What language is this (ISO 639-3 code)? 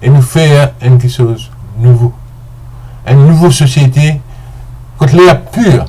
mfe